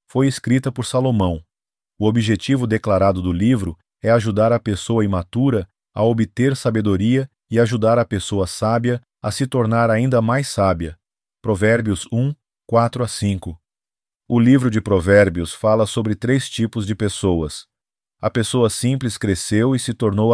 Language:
Portuguese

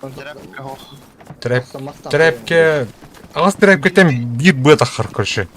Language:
Yakut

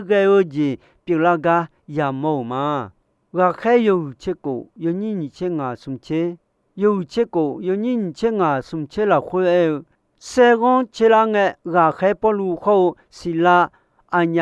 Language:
Akha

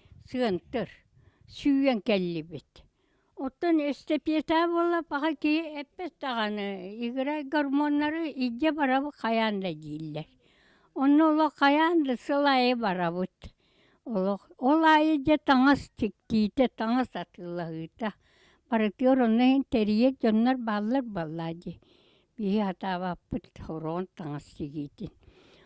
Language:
Yakut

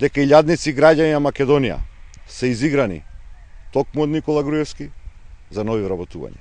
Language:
Macedonian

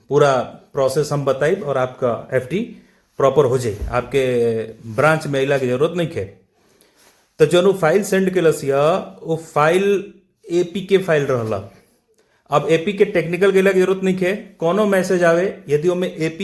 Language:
Bhojpuri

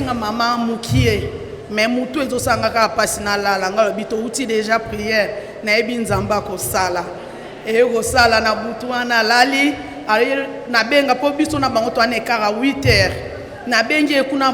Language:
Lingala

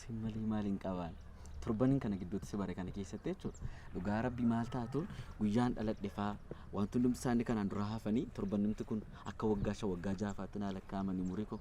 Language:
Oromo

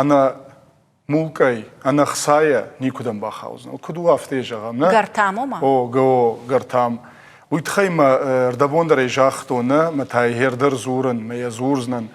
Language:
Ossetic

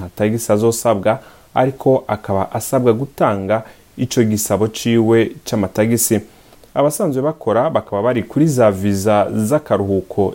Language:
Rundi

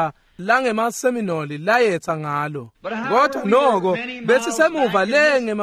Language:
Swati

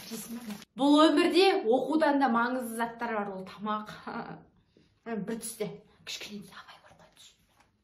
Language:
Kazakh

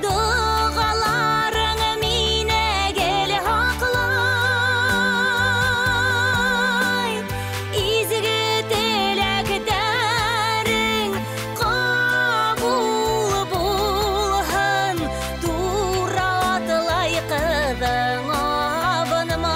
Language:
Bashkir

